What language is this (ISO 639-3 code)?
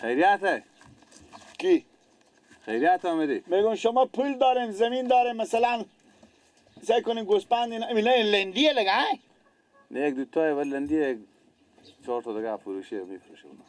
fas